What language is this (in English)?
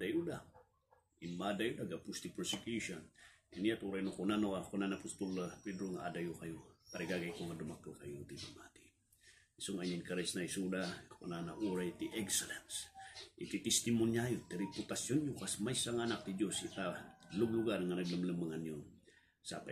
Iloko